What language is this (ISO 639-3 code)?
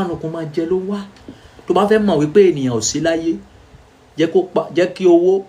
yor